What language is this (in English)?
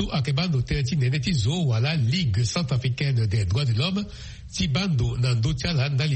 Sango